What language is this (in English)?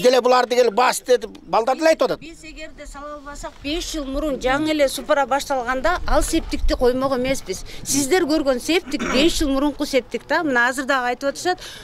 Kyrgyz